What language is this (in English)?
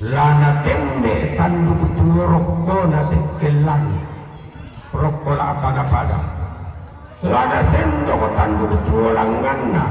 Toraja-Sa'dan